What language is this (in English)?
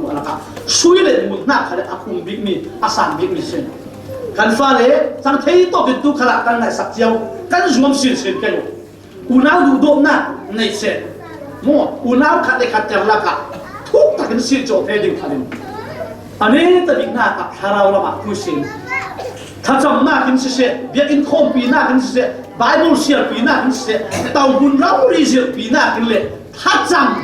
Falam Chin